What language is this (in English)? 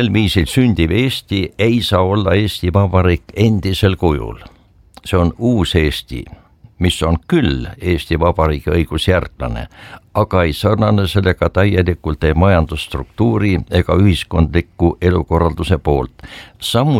Estonian